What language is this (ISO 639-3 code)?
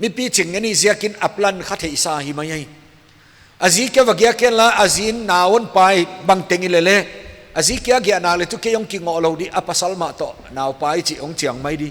pck